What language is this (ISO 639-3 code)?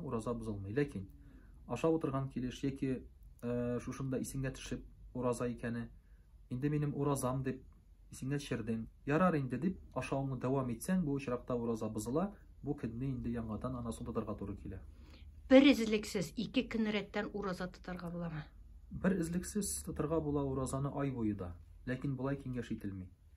tat